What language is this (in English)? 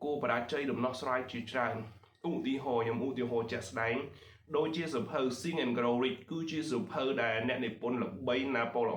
Khmer